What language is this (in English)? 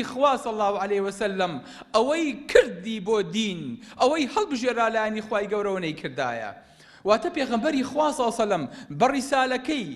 Central Kurdish